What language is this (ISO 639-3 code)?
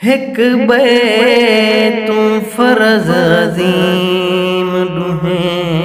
skr